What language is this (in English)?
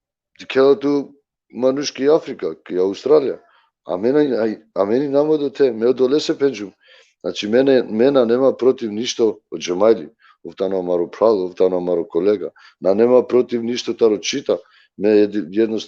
Balkan Romani